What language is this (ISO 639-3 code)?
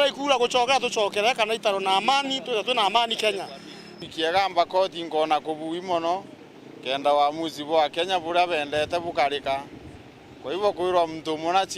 mer